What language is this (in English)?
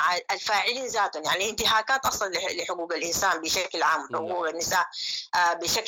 Sudanese Arabic